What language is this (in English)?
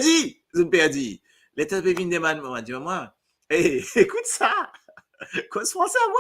Morisyen